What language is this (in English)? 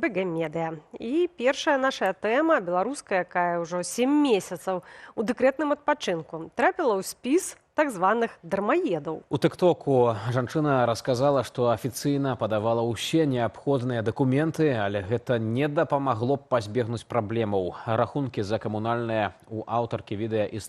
Belarusian